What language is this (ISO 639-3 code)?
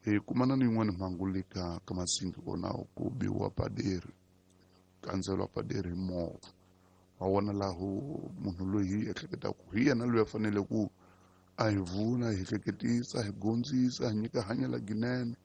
tso